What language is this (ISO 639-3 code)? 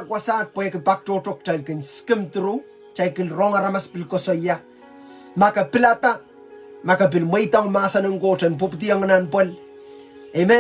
pon